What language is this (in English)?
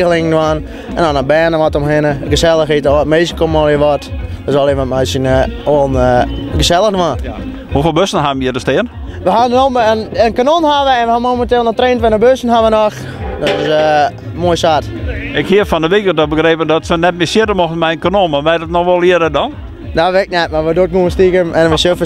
Western Frisian